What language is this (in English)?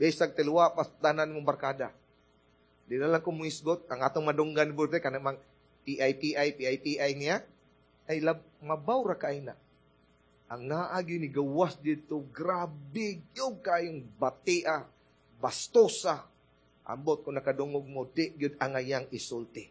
Cebuano